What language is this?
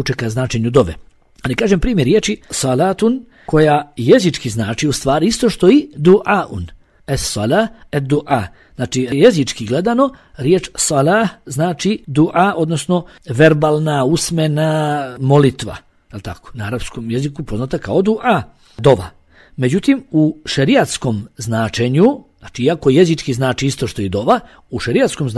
Bosnian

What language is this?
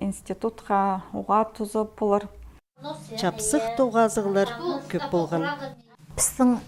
Khakas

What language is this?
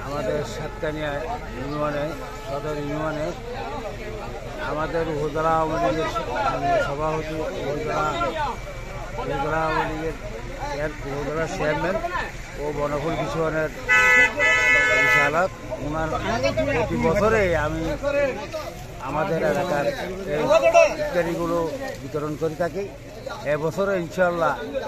Bangla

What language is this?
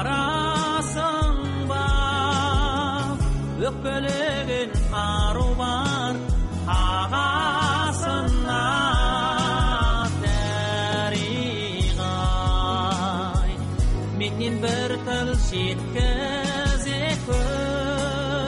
Kazakh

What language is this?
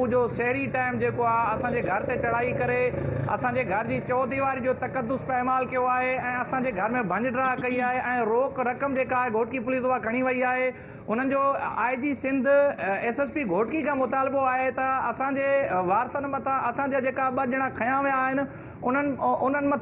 Sindhi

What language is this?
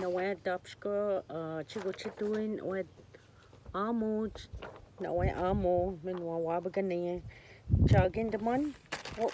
Ojibwa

